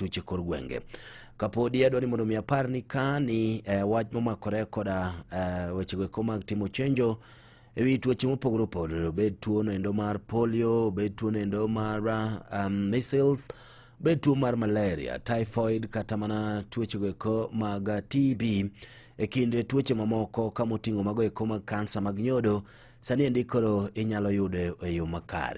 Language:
Luo (Kenya and Tanzania)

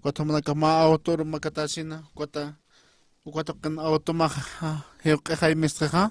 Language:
Aymara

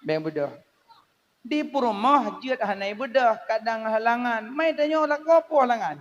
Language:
Achinese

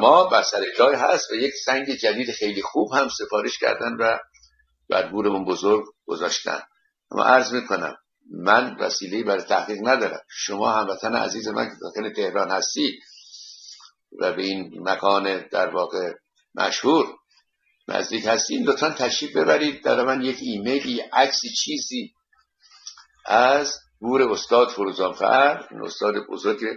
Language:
Persian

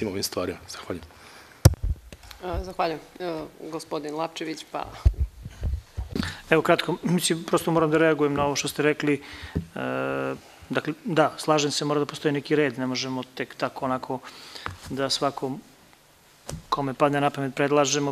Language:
Serbian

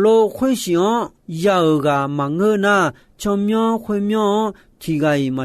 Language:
Akha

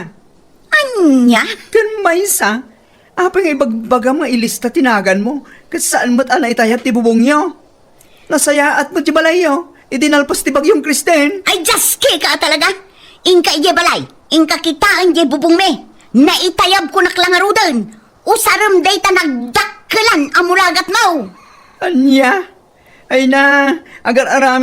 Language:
Iloko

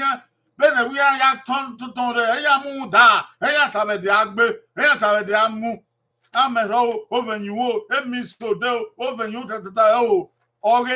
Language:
Bini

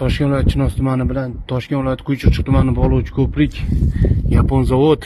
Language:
Uzbek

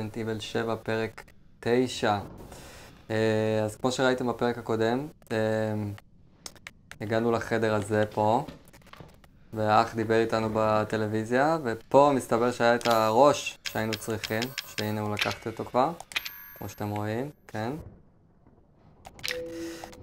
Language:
Hebrew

